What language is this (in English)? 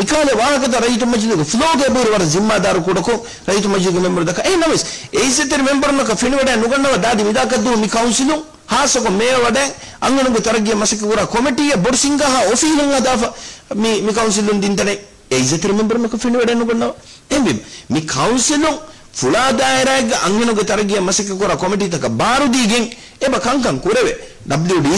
Divehi